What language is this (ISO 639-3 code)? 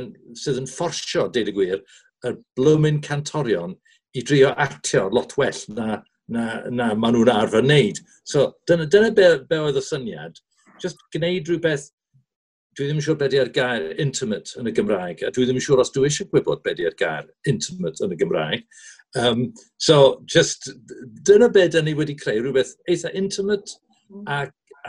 cym